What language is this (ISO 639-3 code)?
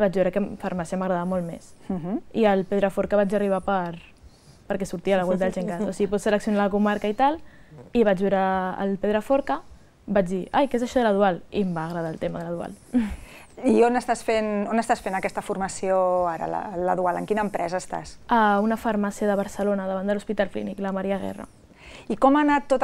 cat